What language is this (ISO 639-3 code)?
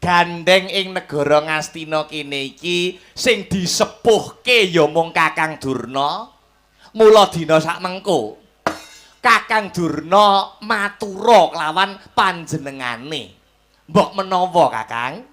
jav